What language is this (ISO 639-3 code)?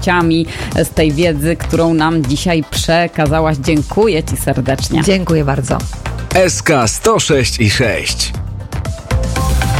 pol